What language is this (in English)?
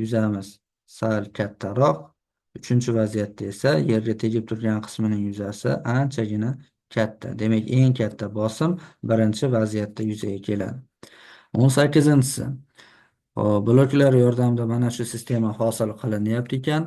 Uzbek